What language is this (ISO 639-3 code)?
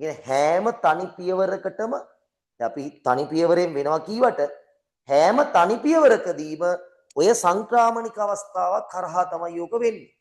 sin